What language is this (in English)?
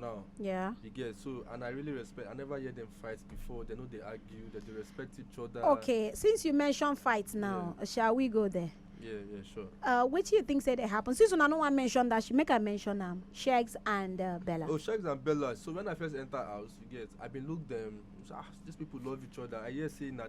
Nigerian Pidgin